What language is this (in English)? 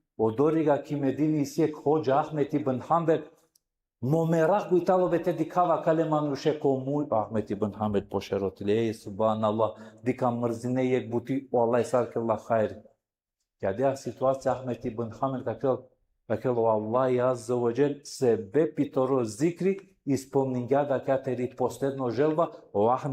Balkan Romani